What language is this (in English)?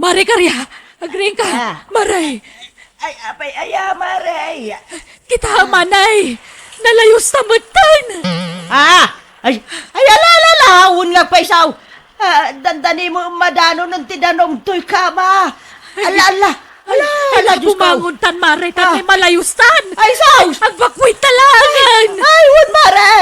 Iloko